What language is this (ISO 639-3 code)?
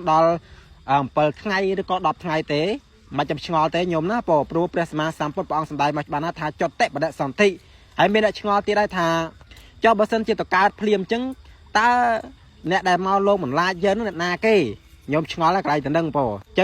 khm